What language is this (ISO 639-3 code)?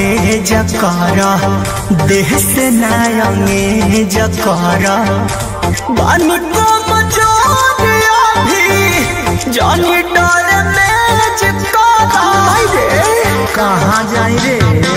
bho